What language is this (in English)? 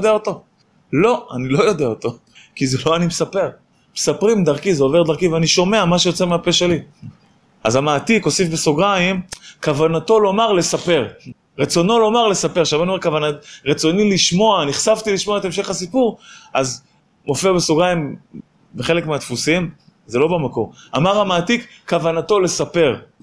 Hebrew